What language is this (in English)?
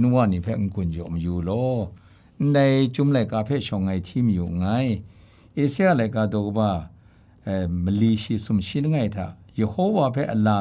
Kachin